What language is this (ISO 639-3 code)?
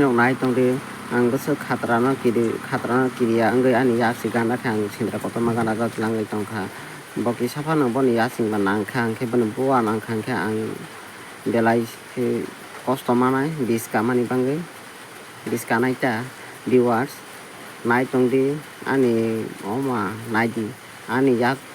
trp